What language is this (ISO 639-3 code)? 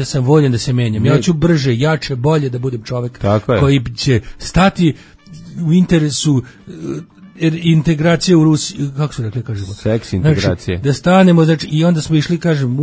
srp